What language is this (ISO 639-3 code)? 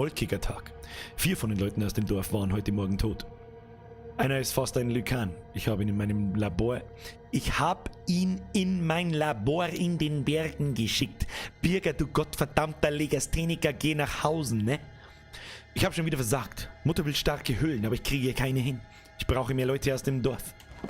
bar